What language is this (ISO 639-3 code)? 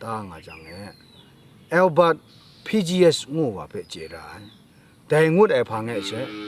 kac